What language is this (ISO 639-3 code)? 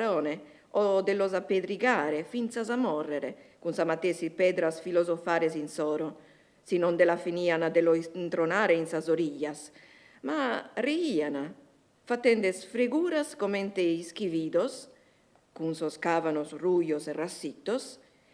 srd